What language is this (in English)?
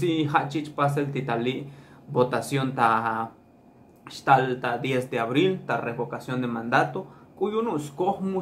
Tzotzil